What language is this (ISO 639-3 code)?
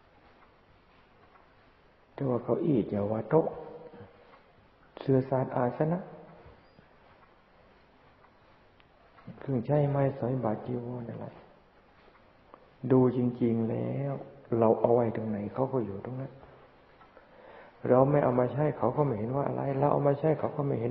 tha